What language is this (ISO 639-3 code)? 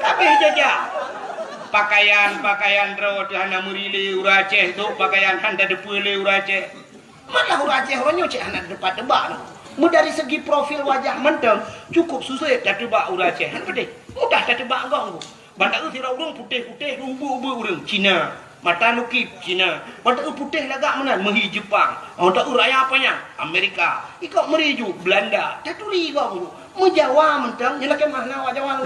ace